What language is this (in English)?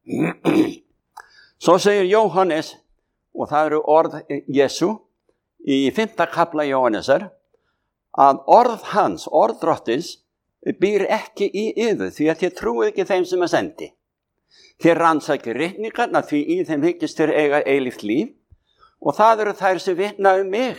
Icelandic